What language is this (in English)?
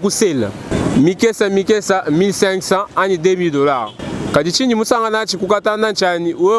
Luba-Lulua